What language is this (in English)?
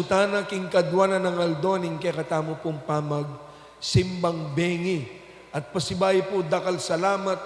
Pampanga